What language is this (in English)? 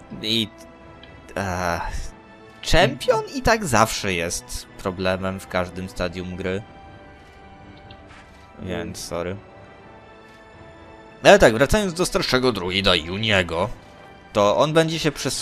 Polish